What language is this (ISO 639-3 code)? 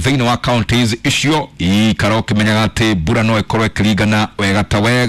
kik